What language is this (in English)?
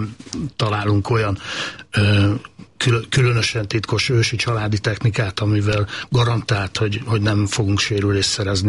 Hungarian